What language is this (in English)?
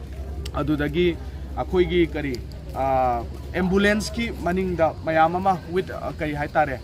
Manipuri